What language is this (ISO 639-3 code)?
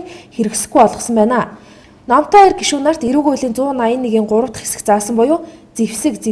mon